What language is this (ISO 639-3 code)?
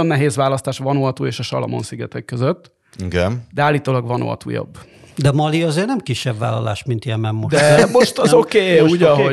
hun